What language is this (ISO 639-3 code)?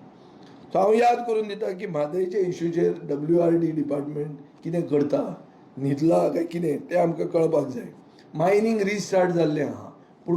kok